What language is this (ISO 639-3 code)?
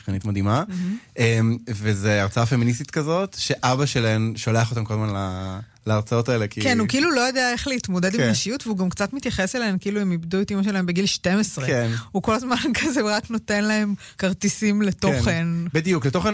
heb